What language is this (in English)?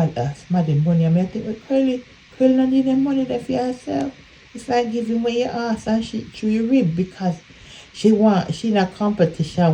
Jamaican Creole English